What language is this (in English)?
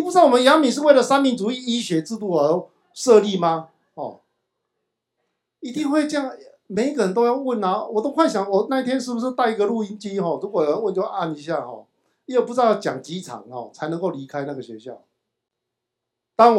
Chinese